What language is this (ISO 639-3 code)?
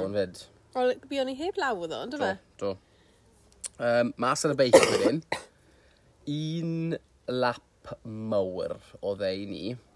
cym